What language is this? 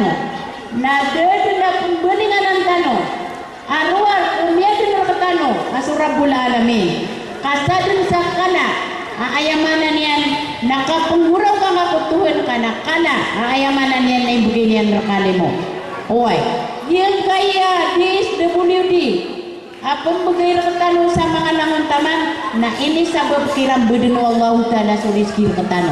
Maranao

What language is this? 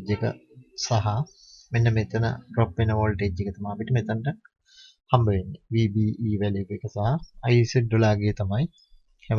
Sinhala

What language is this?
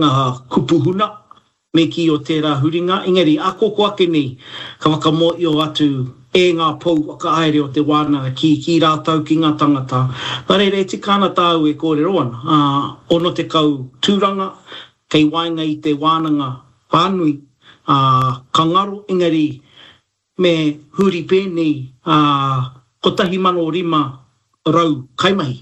Māori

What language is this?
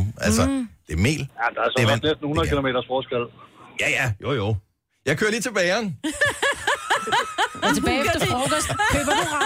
Danish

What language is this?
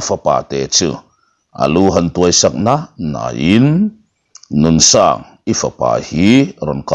Mizo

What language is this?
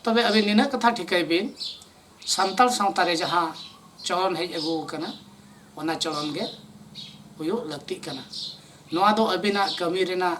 Santali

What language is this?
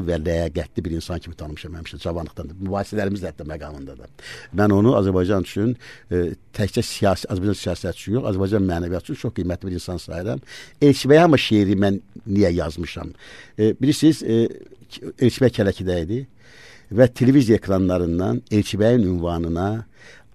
Azerbaijani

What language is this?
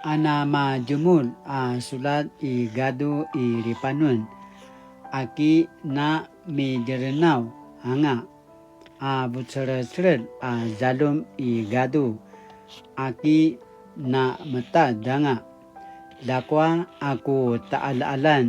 Paiwan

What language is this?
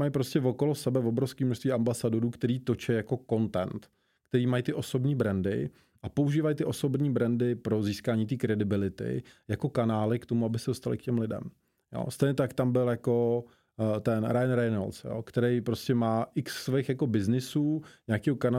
Czech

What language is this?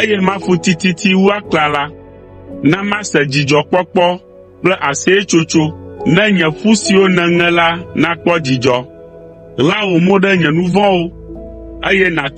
Ewe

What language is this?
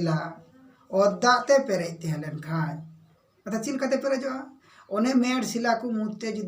Santali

